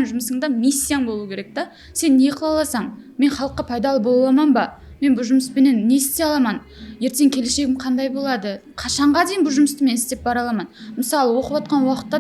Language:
Kara-Kalpak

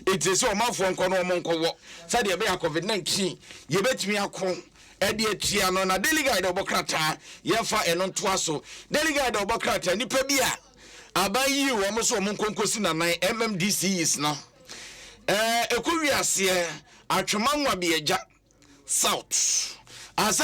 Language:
Akan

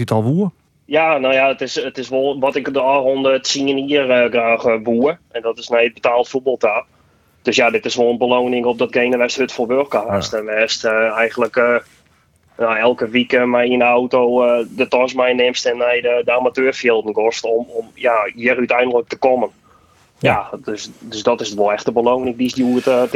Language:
Western Frisian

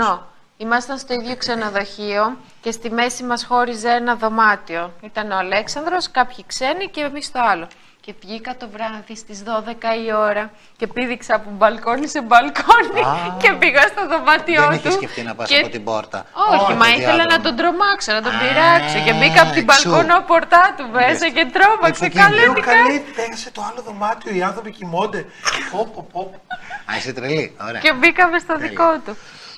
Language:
Greek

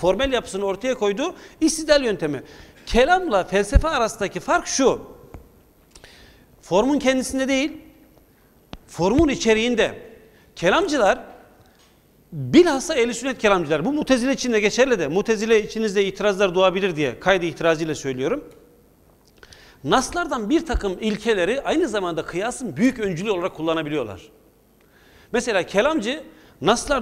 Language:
Turkish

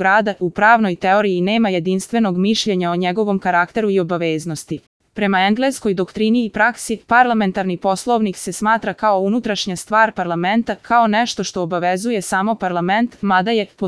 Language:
Serbian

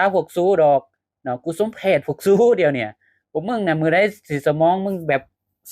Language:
Lao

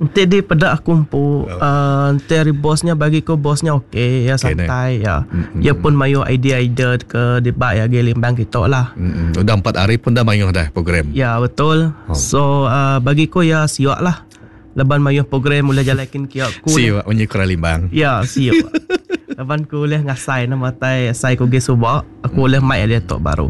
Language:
Iban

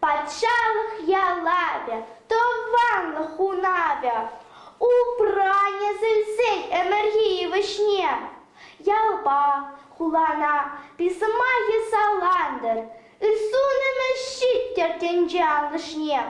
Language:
Chuvash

